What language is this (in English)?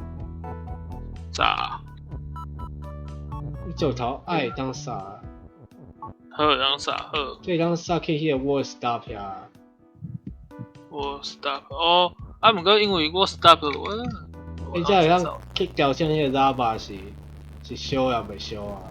Min Nan Chinese